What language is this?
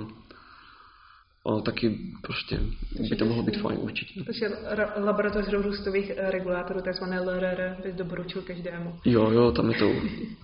Czech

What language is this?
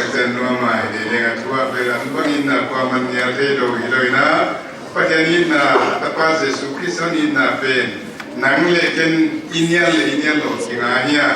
Paite Chin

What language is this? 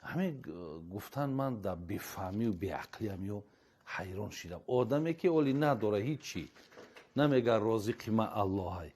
Tajik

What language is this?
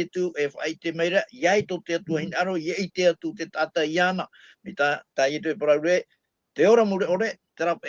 Tahitian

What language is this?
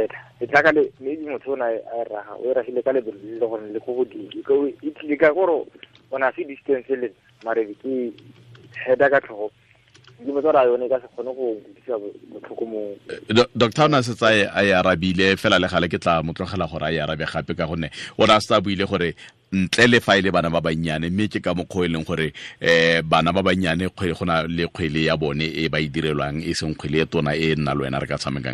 Tswana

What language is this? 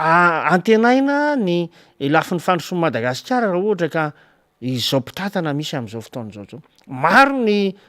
Malagasy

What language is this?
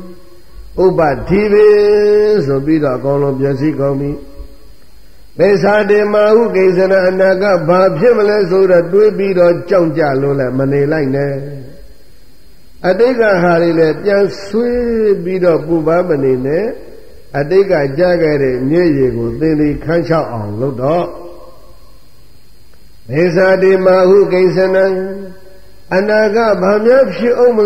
Burmese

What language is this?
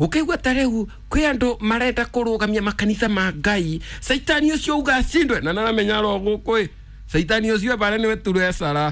Kikuyu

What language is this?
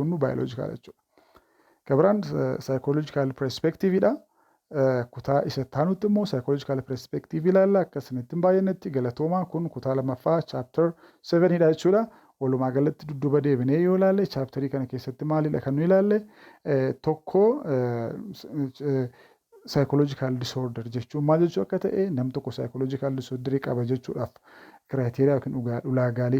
Oromo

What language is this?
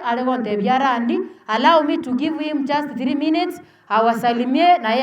Gusii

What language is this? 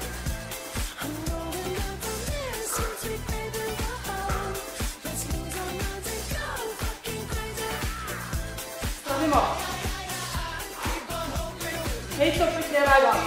Norwegian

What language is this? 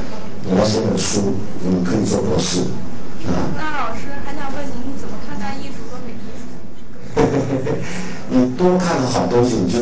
Chinese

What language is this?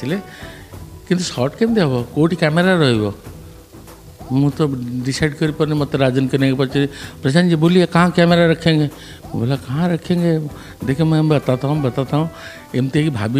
Odia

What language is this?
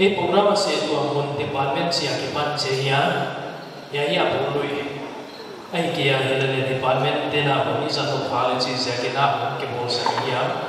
Paite Chin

